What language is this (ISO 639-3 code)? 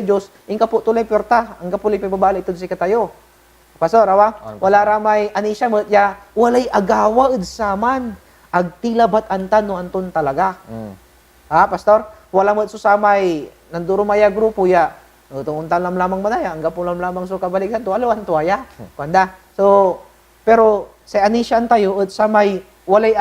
pag